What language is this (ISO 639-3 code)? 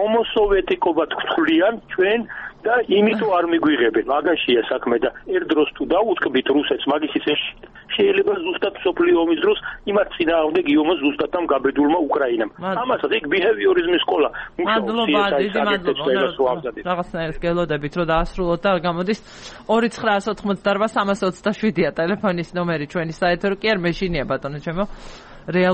kat